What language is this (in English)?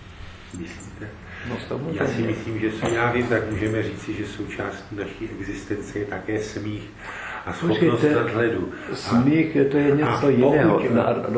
Czech